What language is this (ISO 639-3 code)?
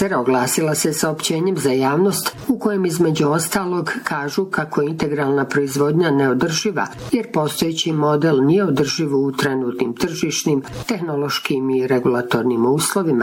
bos